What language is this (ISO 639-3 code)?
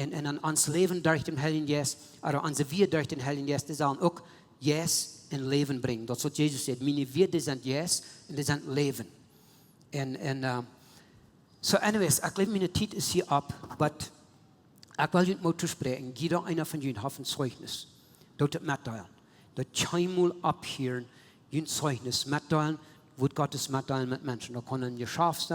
pdt